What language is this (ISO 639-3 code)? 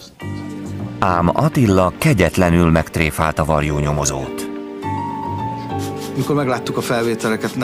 hun